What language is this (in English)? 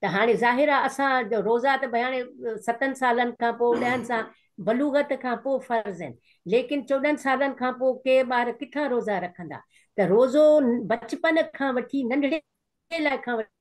Sindhi